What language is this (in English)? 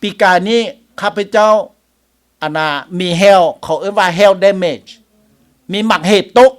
Lao